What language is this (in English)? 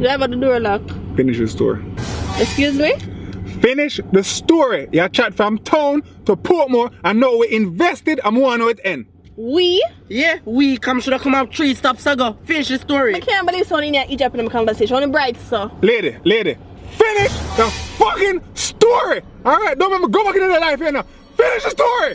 Jamaican Creole English